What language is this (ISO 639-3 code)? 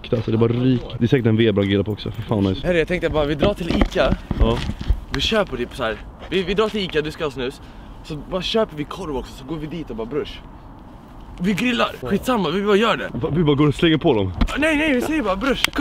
swe